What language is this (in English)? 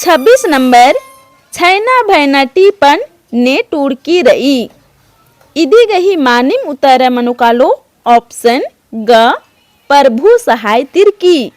Kurukh